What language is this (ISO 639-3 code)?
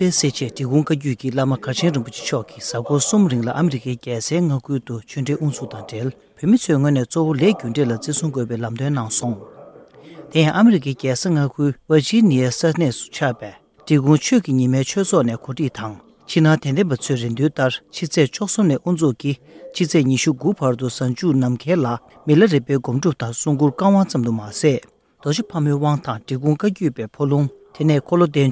bod